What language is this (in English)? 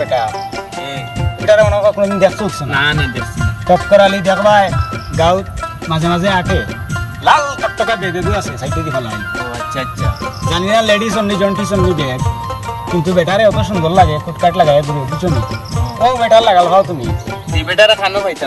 Sylheti